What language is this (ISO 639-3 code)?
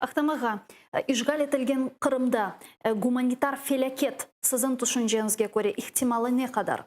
crh